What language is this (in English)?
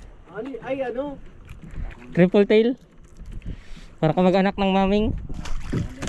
Filipino